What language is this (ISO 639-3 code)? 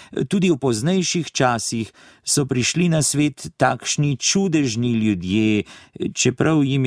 slv